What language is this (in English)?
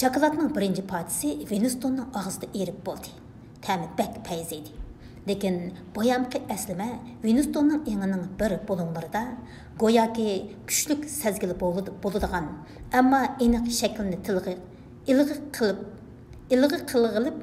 Uyghur